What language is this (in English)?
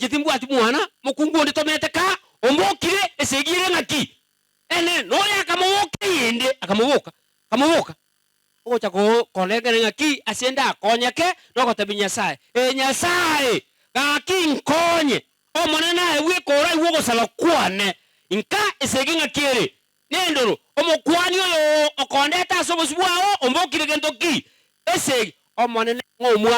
Gusii